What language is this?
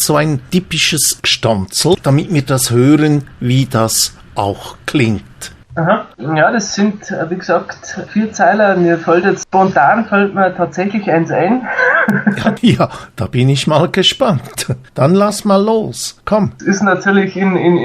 Bavarian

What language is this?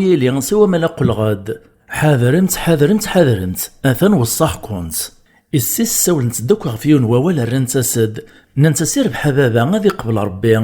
Kabyle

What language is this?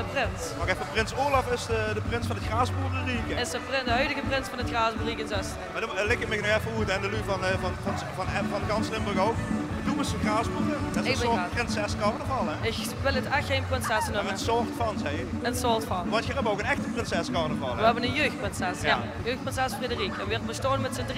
Limburgish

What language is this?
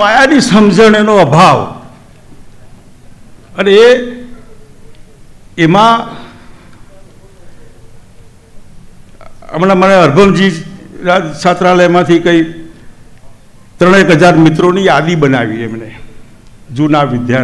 Gujarati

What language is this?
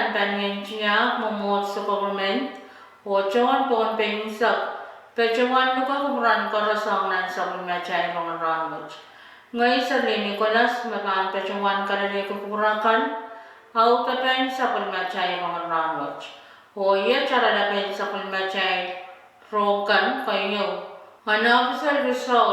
Pohnpeian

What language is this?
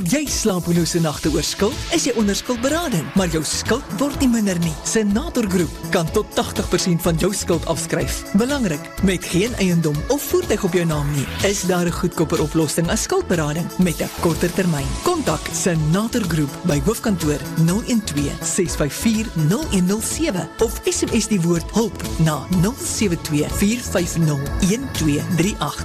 Afrikaans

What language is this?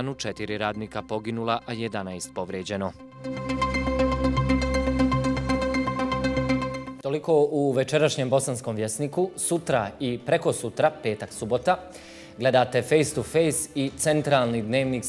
Bosnian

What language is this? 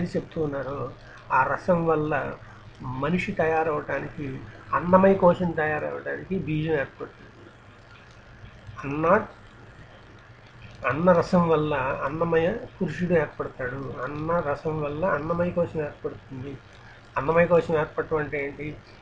Telugu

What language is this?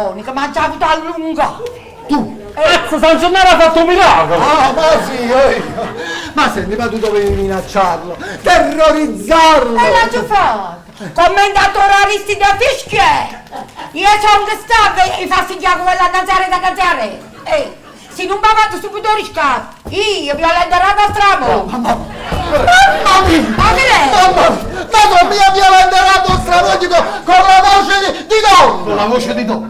Neapolitan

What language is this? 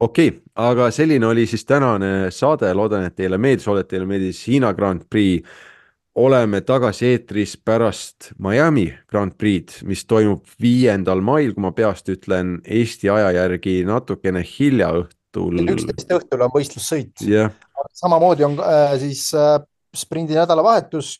Estonian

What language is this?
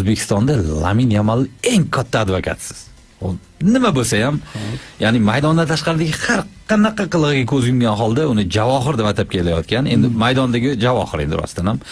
Uzbek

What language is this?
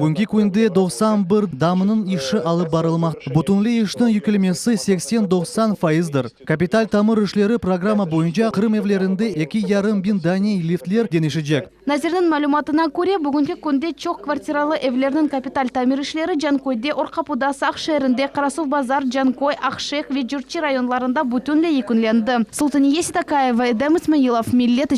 Crimean Tatar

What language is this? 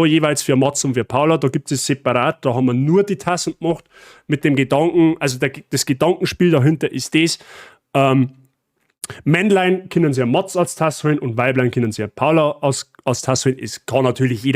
Bavarian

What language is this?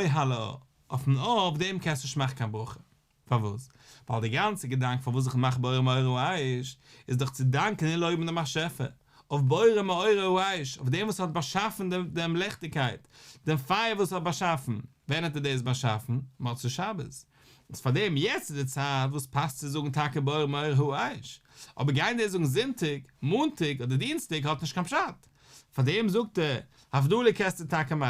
Yiddish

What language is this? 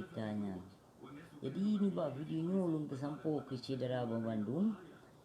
Achinese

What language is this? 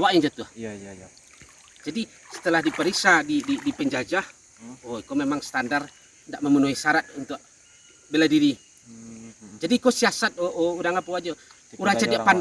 Minangkabau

